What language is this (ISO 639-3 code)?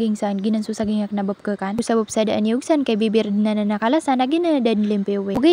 mrw